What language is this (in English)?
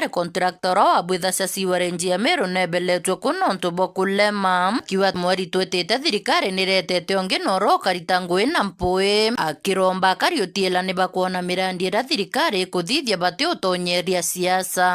Meru